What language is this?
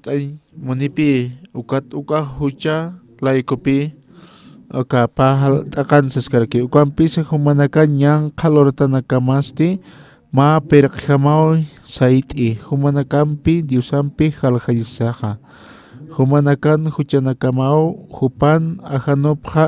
Aymara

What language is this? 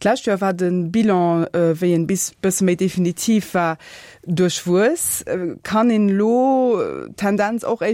Luxembourgish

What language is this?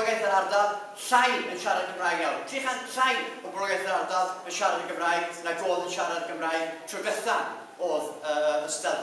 Welsh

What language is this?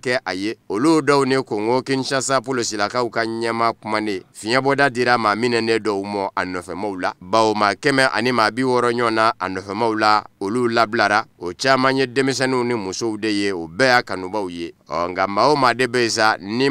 Bambara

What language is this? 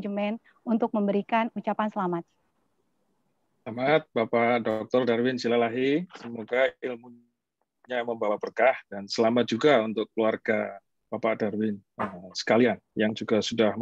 Indonesian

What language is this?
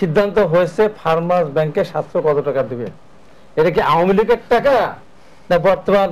Bangla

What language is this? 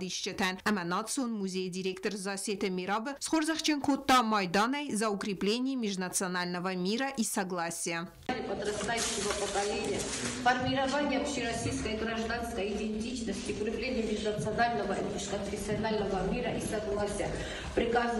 Ossetic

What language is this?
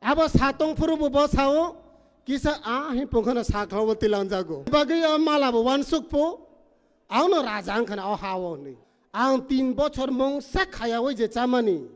Kok Borok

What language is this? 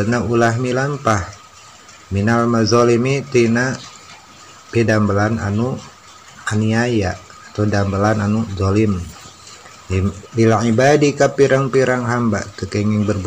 Sundanese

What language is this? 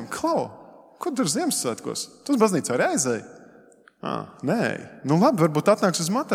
Latvian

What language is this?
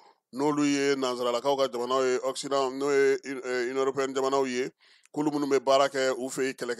Bambara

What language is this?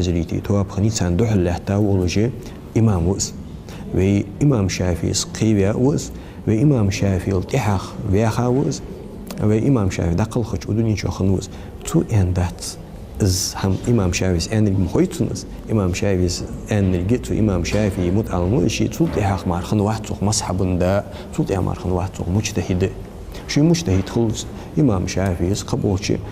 Ingush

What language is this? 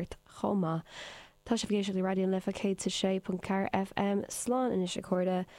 Irish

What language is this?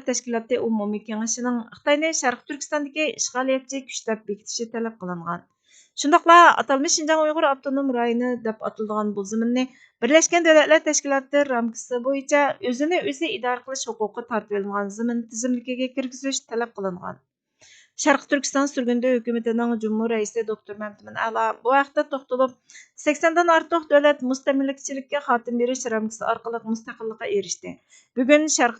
Uyghur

